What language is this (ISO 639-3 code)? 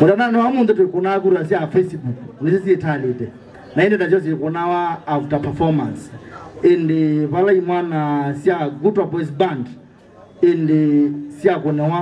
kam